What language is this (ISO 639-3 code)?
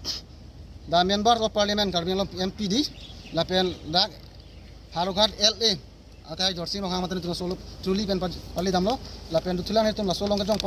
mjw